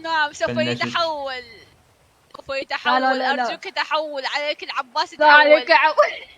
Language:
Mesopotamian Arabic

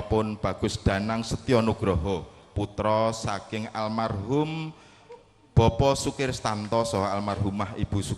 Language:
Javanese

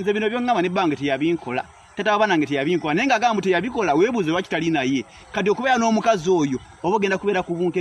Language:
Ganda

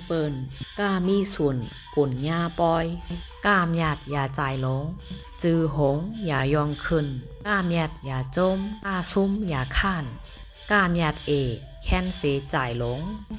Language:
Shan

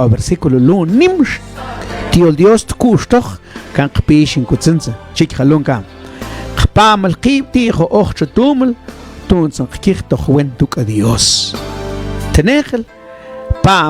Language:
Mam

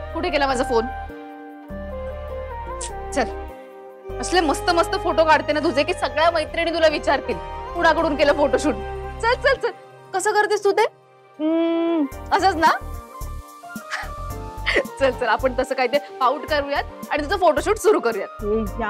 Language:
Marathi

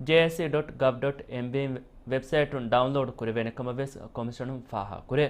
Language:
Divehi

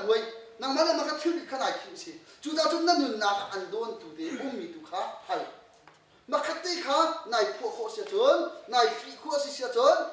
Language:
Hakha Chin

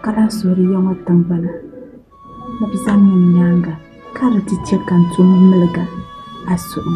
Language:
Dagbani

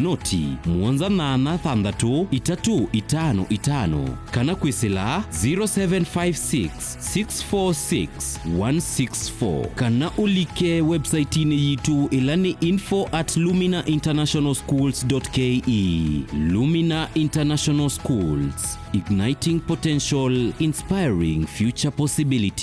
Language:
Kamba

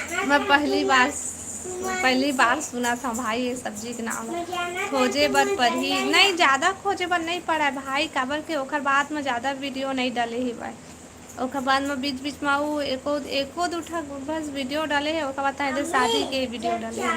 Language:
Chhattisgarhi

